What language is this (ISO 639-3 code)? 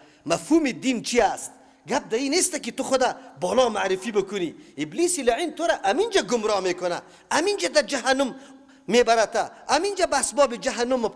fas